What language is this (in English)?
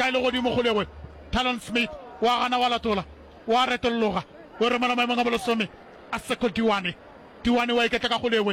Northern Sotho